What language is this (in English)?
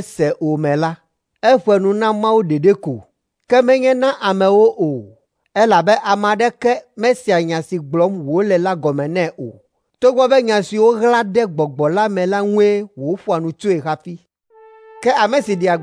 Ewe